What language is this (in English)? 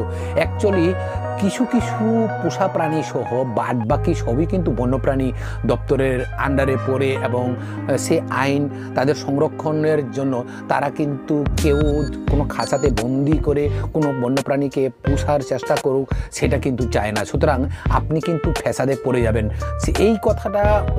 Bangla